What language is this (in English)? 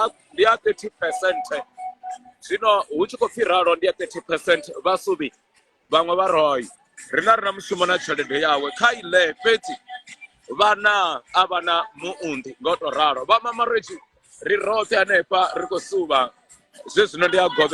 Venda